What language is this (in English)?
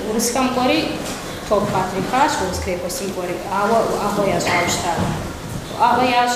Kabardian